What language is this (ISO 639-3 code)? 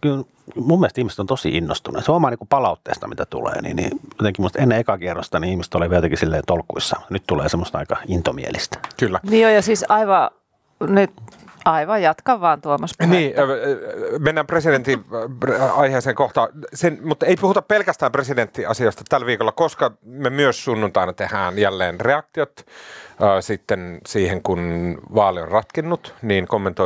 fin